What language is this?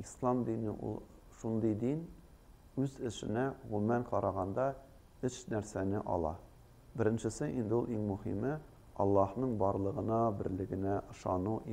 Tatar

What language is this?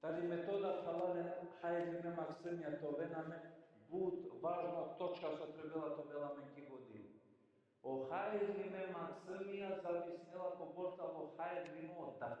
Balkan Romani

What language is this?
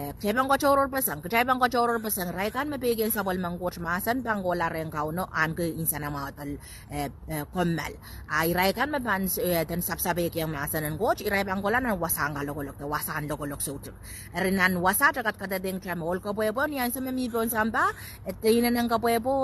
Pohnpeian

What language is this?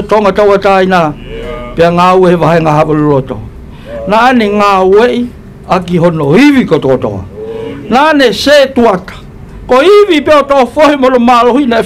Tongan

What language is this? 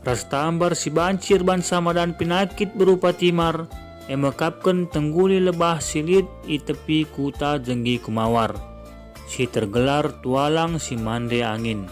Batak Karo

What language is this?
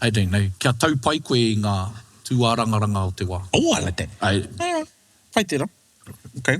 Māori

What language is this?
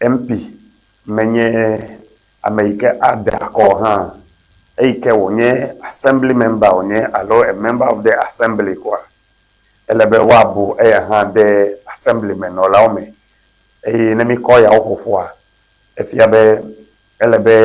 Ewe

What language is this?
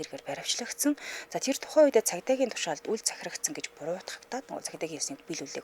Mongolian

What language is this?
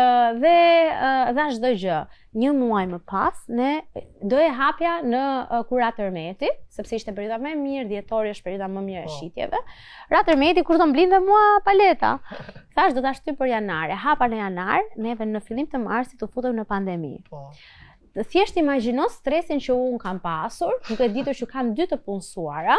Albanian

